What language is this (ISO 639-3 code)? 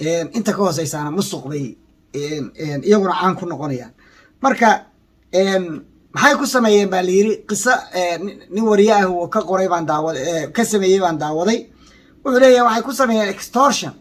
som